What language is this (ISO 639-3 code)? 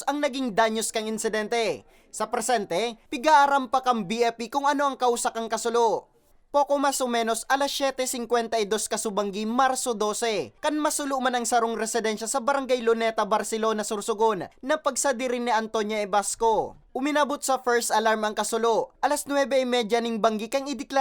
bik